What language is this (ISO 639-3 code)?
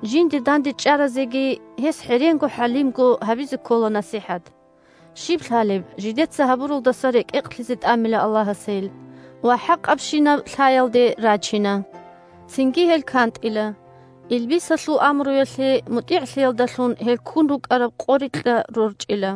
ava